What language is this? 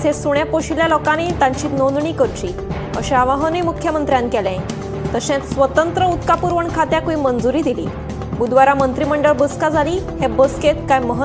Konkani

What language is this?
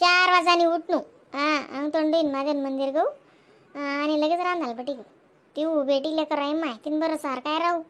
Khandesi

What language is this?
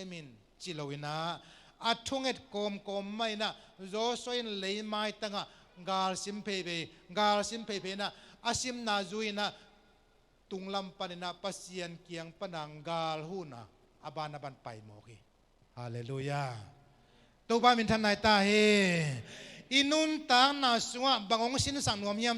Tedim Chin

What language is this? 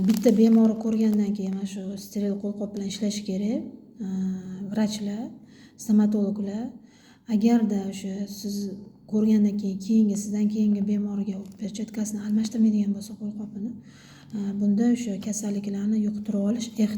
Uzbek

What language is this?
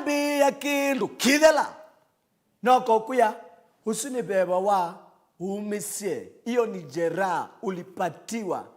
Kamba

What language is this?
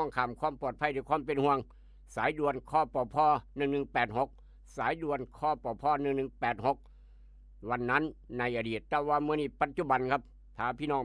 Northeastern Thai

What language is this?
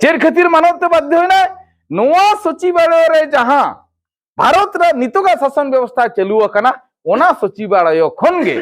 Santali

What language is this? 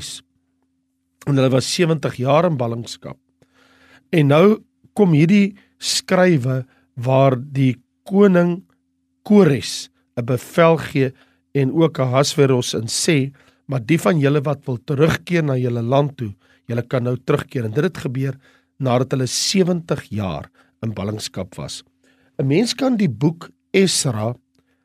Afrikaans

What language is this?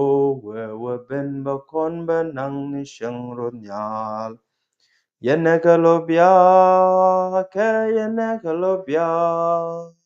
Nuer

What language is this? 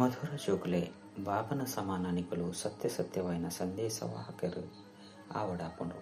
Tulu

